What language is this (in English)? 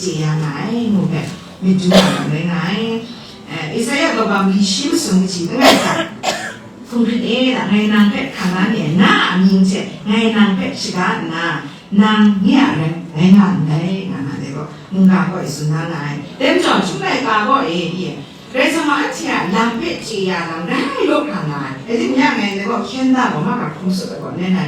Kachin